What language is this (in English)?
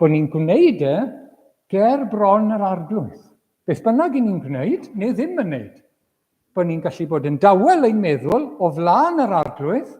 Welsh